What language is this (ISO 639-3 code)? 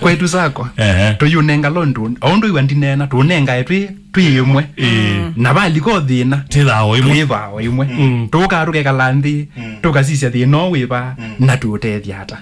kam